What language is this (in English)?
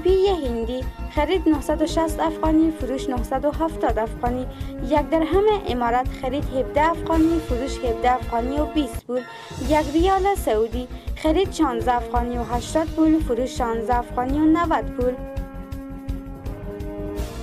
Persian